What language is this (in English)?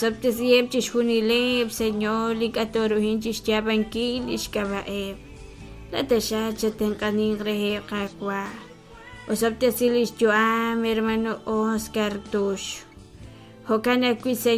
Kekchí